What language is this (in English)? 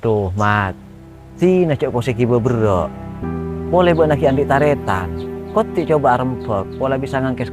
Madurese